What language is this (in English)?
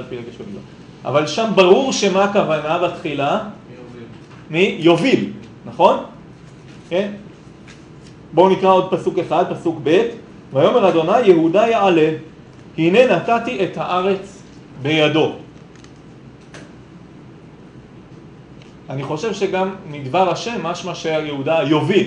Hebrew